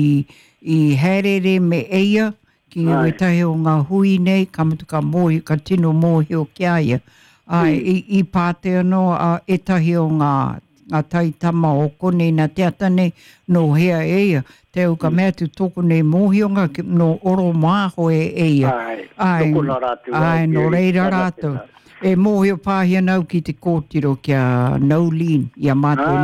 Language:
Māori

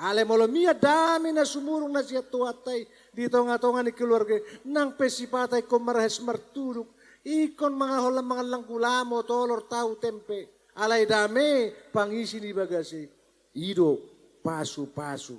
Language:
Batak Toba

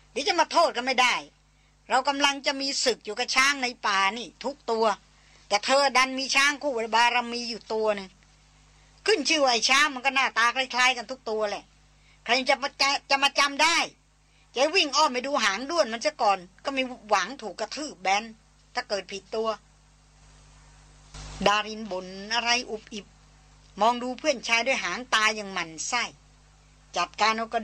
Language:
Thai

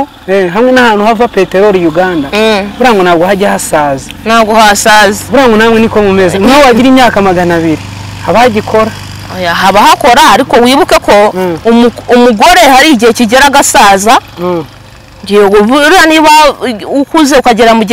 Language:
Kinyarwanda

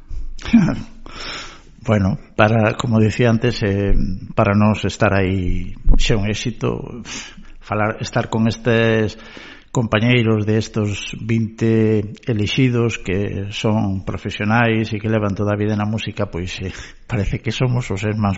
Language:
Galician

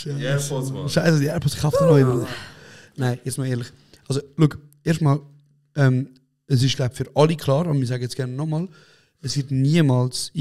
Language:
Swiss German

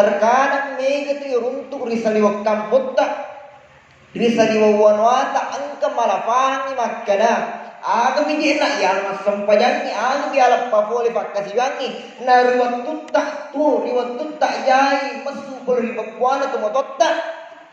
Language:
Buginese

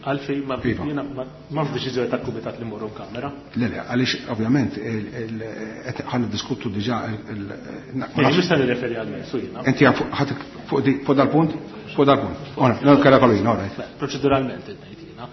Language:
Maltese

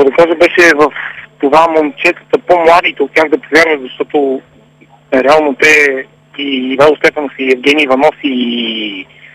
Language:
Bulgarian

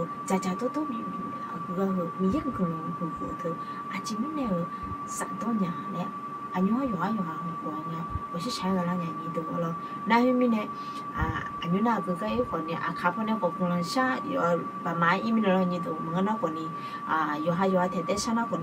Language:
Akha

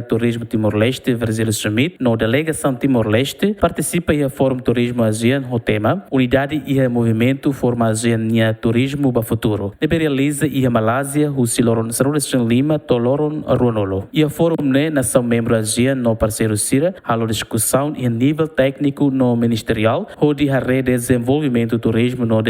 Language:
Tetum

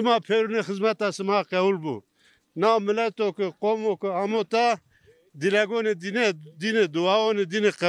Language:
Zaza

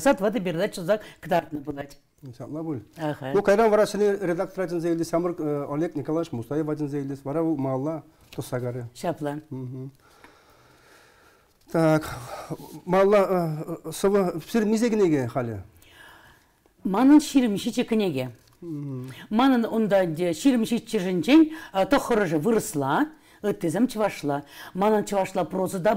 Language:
Chuvash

